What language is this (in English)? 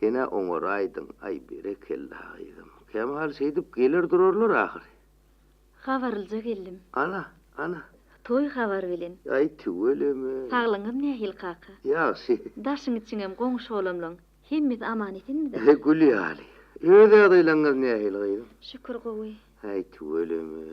Turkmen